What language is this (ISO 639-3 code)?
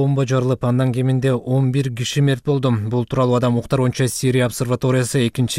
kir